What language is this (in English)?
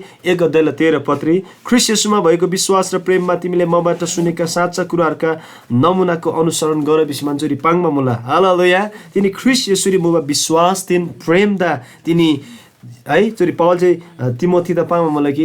Eastern Tamang